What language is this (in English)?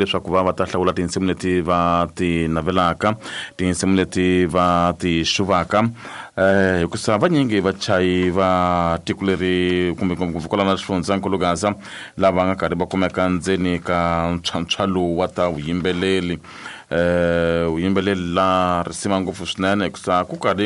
Tsonga